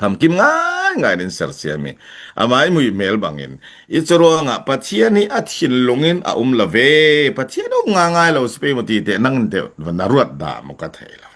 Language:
Falam Chin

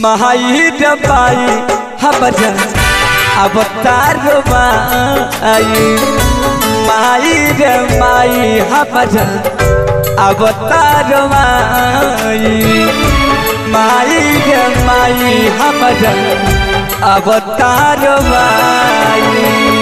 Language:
Bhojpuri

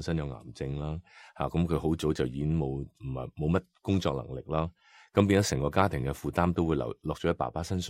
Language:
Cantonese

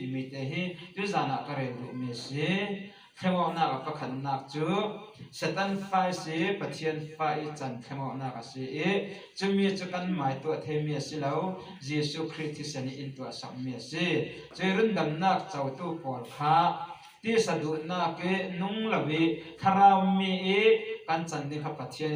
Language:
Falam Chin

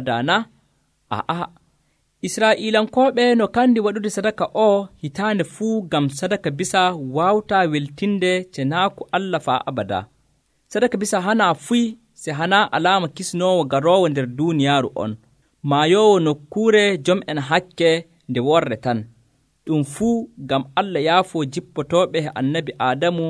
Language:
Nigerian Fulfulde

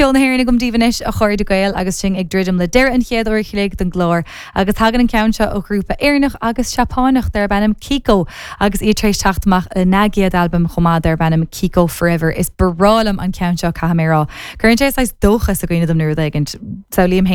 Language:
Irish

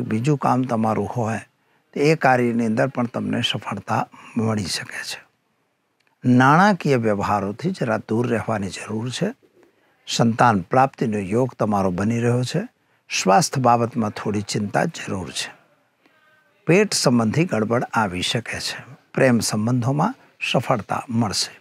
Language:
Gujarati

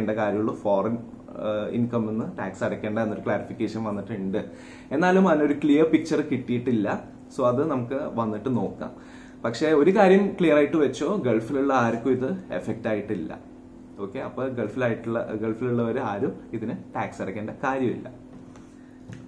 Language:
Malayalam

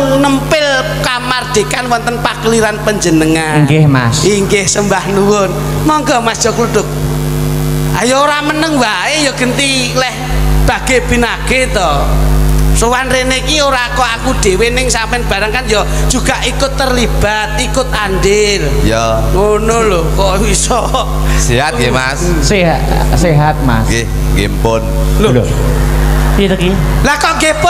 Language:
Javanese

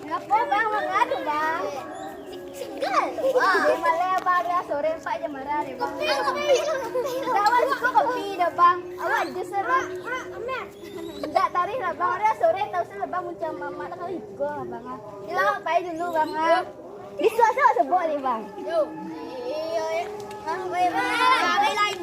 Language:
Minangkabau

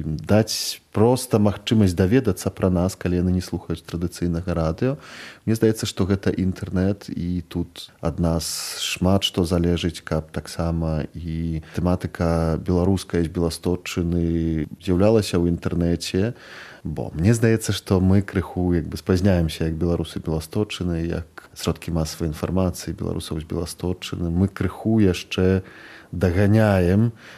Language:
Belarusian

